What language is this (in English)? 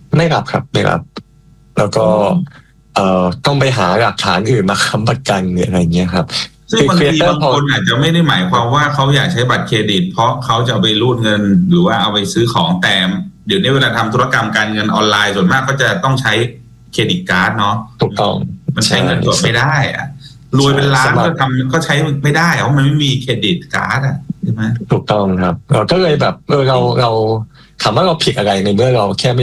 Thai